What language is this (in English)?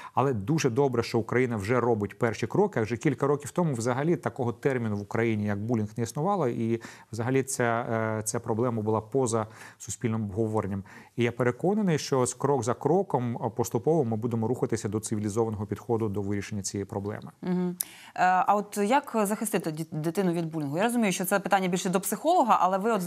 Ukrainian